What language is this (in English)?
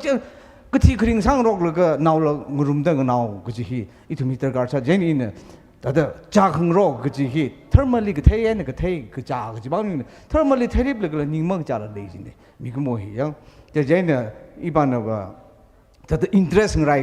Tangkhul Naga (India)